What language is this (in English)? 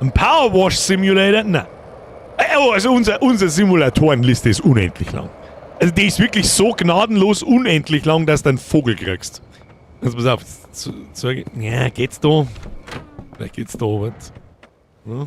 Bavarian